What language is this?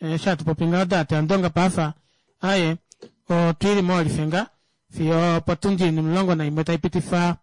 Kuanyama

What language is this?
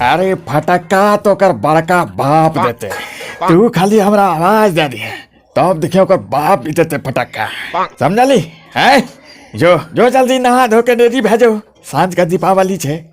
Angika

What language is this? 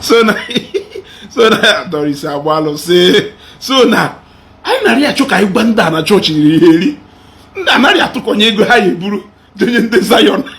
Igbo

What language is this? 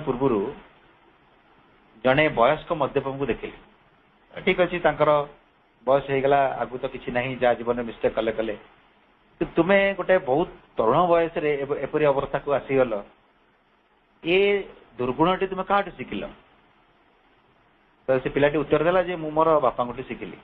Odia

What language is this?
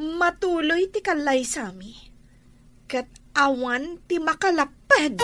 Iloko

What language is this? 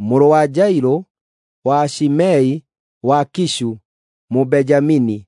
Kikuyu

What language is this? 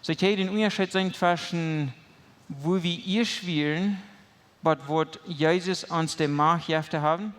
Plautdietsch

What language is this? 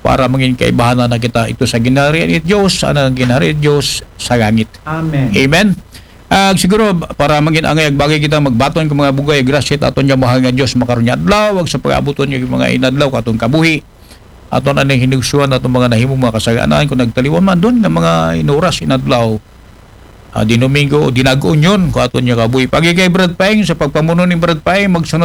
Aklanon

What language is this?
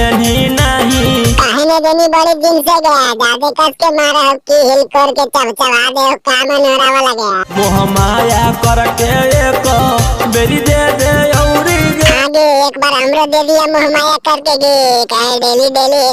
Magahi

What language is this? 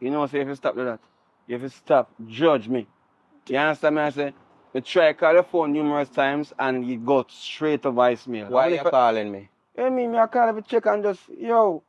Jamaican Creole English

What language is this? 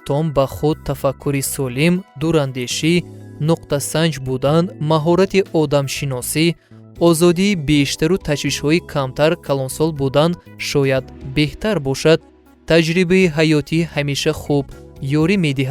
Tajik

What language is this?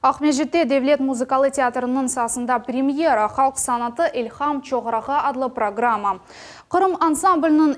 Crimean Tatar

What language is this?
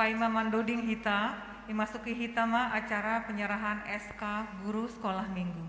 Batak Simalungun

